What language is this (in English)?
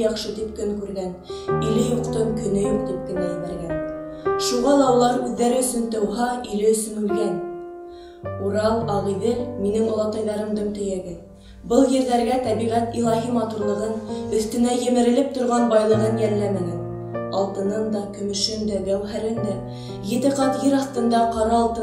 Bashkir